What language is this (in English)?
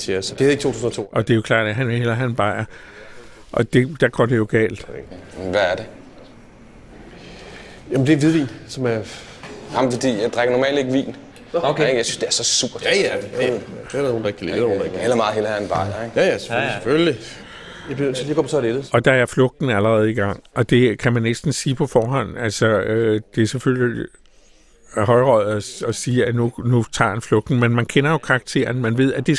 Danish